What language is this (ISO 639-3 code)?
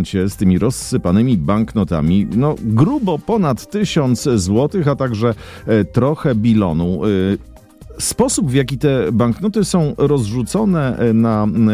pol